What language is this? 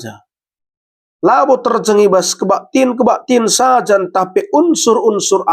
Batak Karo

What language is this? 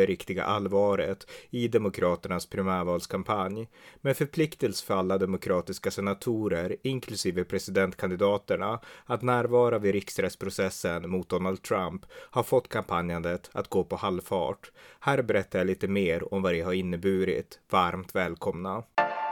Swedish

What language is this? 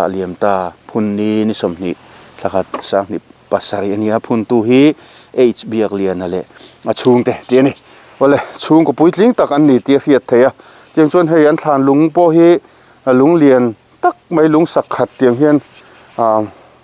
Mizo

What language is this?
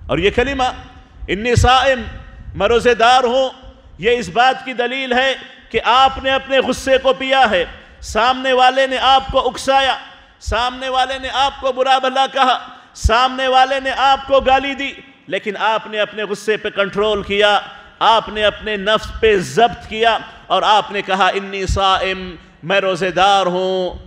Urdu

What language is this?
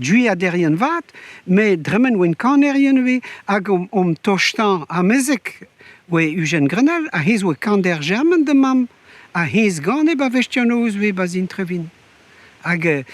Breton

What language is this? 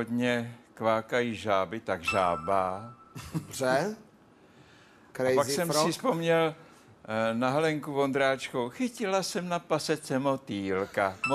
Czech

